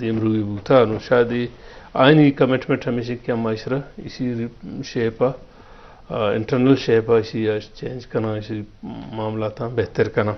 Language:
Eastern Balochi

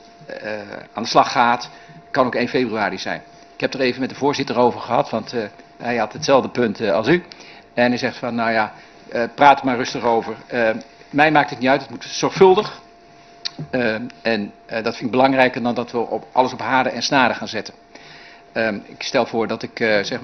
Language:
Dutch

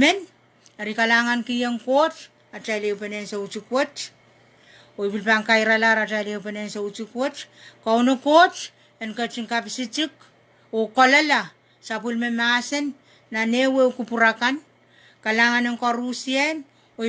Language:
Pohnpeian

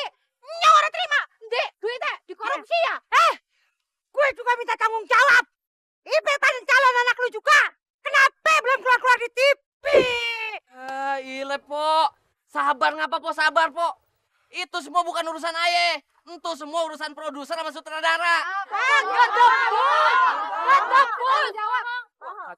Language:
Betawi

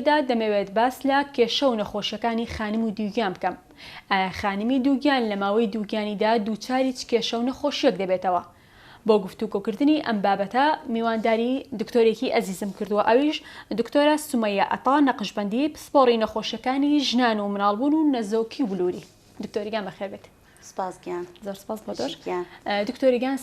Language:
Central Kurdish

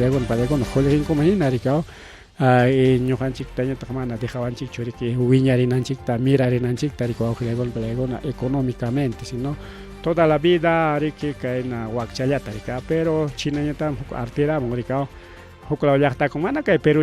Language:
Ayacucho Quechua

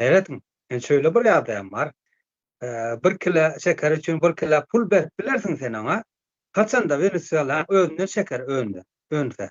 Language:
Turkmen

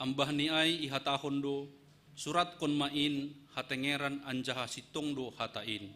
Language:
Batak Simalungun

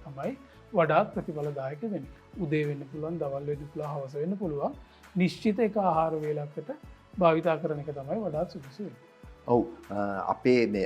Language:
Sinhala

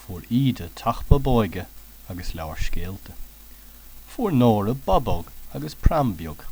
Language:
Irish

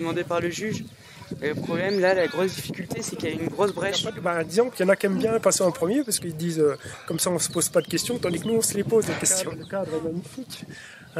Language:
French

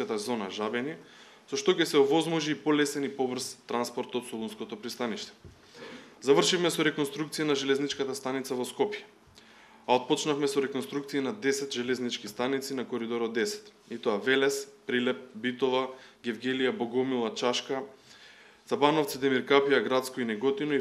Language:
Macedonian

